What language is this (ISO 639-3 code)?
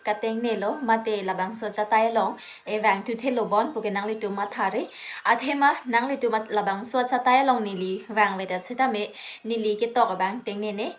mjw